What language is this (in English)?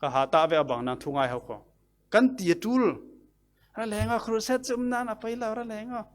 Falam Chin